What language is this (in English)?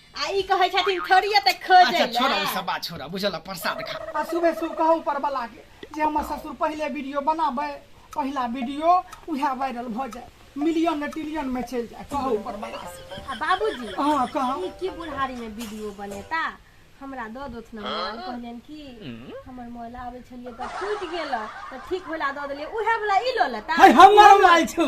Maithili